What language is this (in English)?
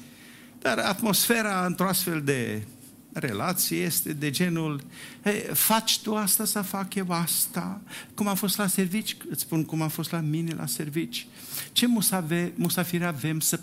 Romanian